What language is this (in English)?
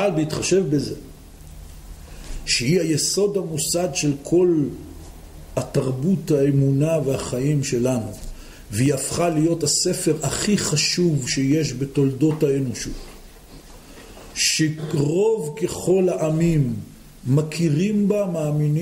Hebrew